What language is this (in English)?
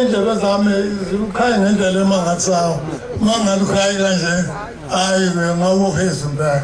Zulu